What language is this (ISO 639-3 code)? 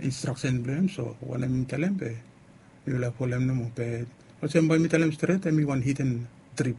bis